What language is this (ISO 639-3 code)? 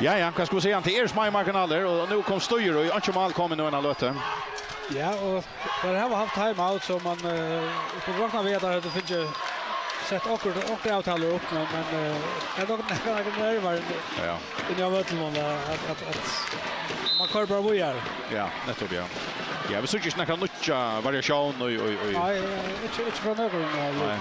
fao